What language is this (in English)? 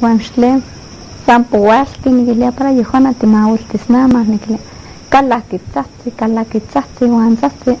Eastern Huasteca Nahuatl